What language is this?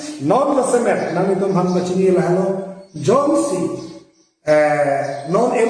Karbi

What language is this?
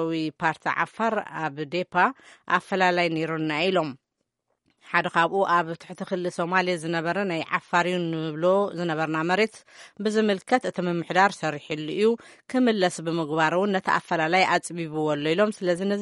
Tigrinya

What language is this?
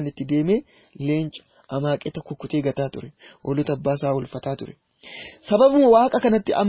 Oromo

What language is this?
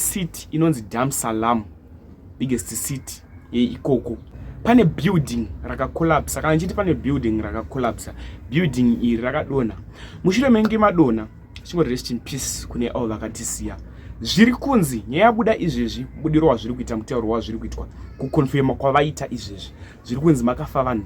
Shona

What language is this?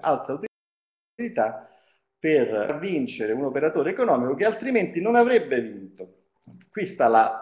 Italian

